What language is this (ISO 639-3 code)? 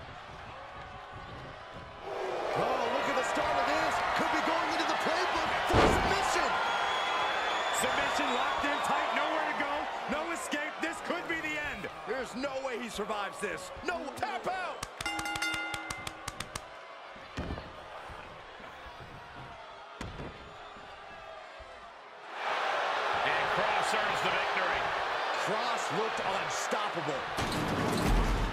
eng